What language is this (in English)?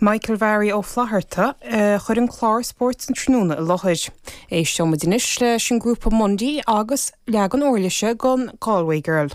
Irish